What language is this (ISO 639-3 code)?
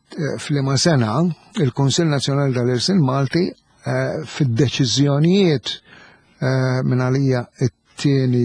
mlt